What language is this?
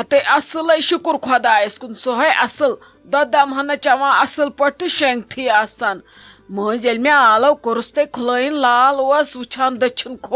Kashmiri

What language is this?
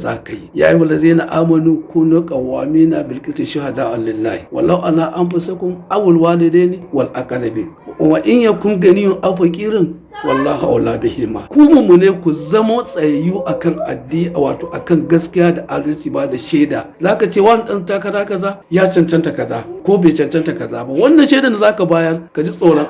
Hausa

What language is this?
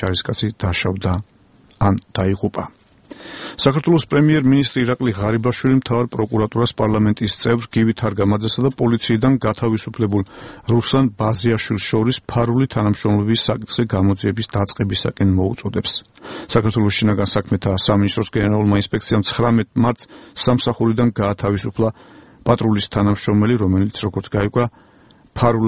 Georgian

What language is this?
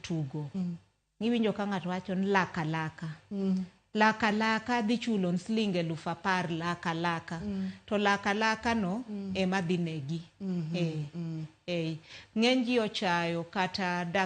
Luo (Kenya and Tanzania)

